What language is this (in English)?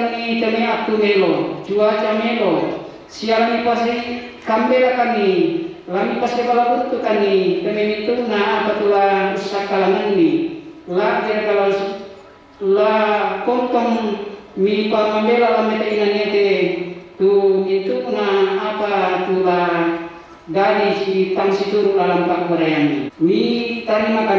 Toraja-Sa'dan